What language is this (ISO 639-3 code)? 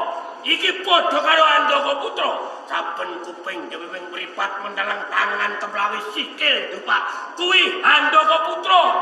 jav